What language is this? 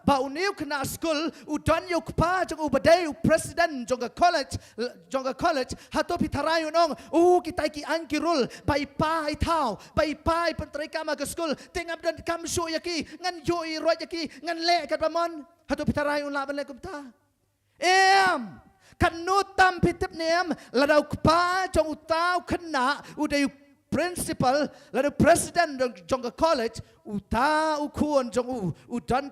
Khasi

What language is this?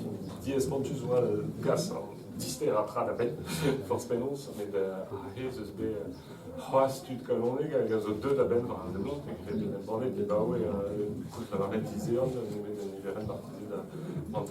Breton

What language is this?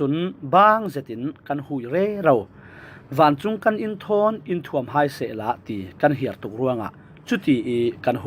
Falam Chin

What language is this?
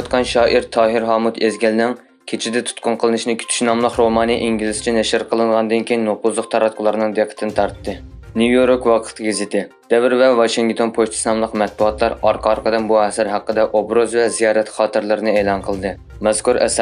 Uyghur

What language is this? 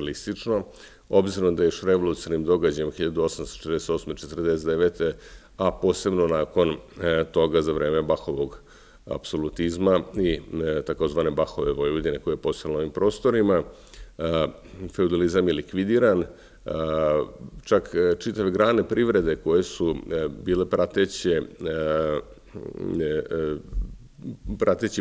Serbian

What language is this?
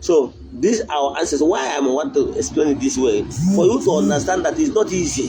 Igbo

